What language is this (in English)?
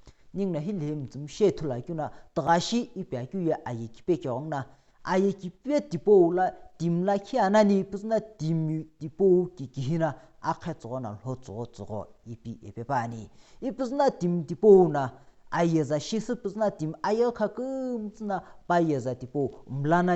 Sumi Naga